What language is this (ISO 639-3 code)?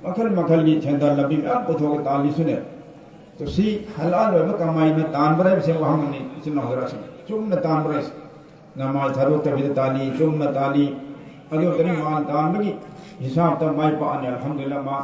mni